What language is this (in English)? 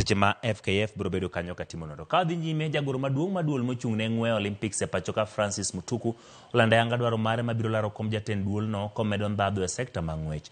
Luo (Kenya and Tanzania)